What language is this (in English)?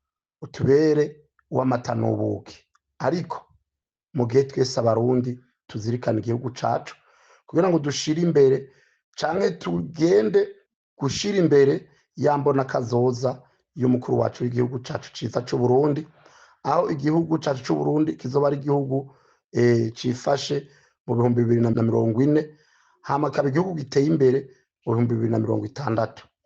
Rundi